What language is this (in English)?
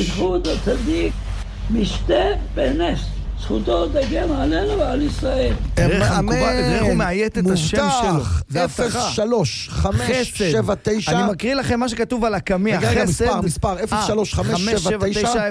Hebrew